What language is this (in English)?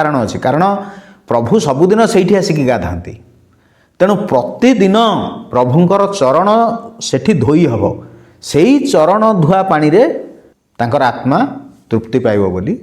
Odia